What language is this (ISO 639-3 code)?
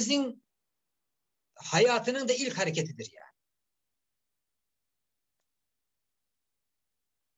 tur